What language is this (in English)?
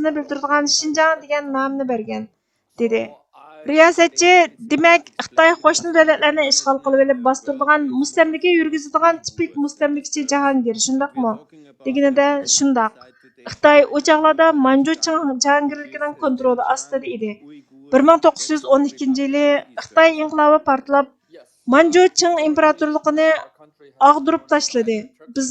Uyghur